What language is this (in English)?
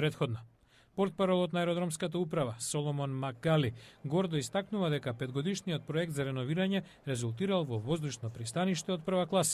Macedonian